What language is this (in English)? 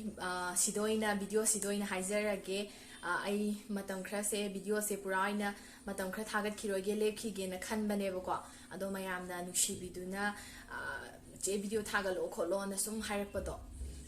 Manipuri